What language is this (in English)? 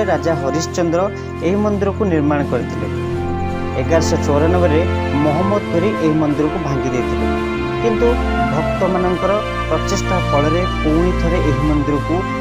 Odia